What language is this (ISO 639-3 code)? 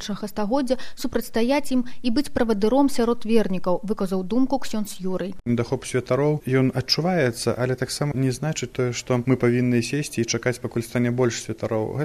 bel